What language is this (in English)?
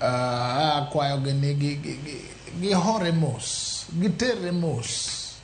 Luo (Kenya and Tanzania)